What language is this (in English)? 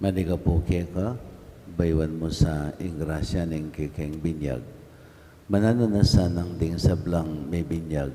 Pampanga